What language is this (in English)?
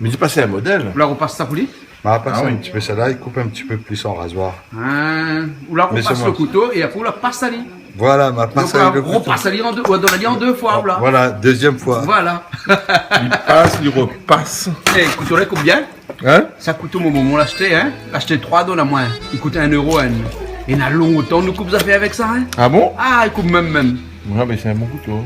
Réunion Creole French